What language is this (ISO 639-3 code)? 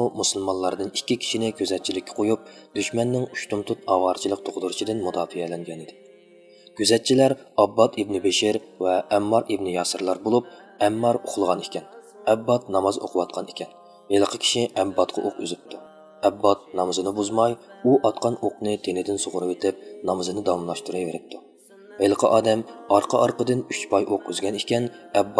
uig